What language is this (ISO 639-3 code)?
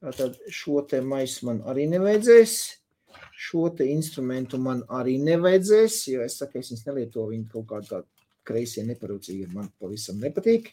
lav